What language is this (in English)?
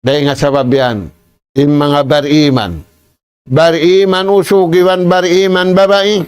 Tausug